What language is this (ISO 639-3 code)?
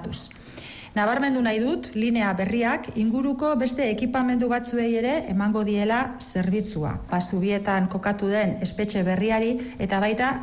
eus